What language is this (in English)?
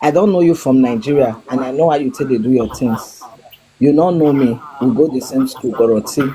Nigerian Pidgin